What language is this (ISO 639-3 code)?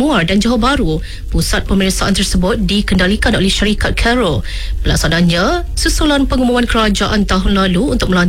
msa